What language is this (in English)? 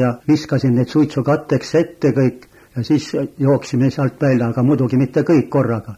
Estonian